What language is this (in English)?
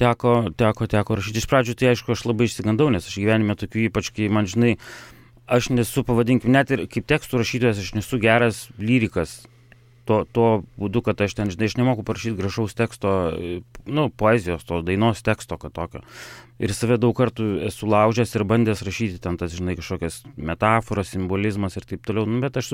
Lithuanian